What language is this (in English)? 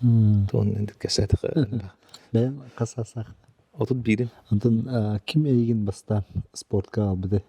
Yakut